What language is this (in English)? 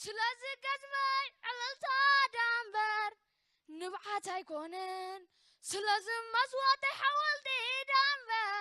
Tigrinya